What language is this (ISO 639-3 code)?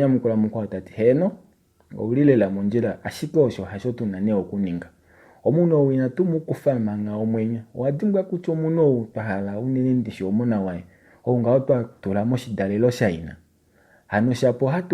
kua